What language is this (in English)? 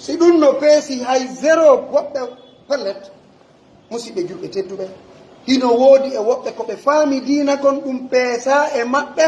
Pular